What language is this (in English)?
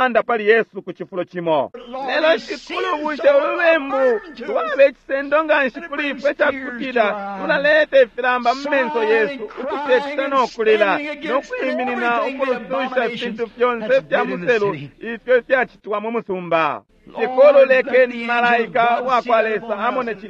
Bemba